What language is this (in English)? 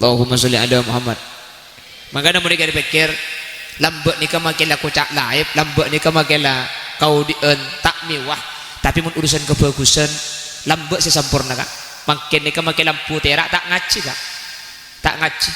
Madurese